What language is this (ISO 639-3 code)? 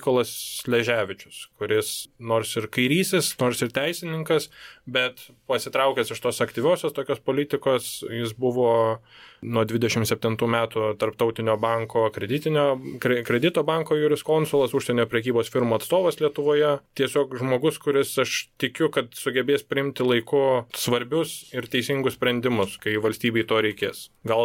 lit